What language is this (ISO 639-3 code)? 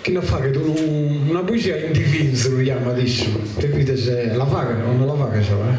srd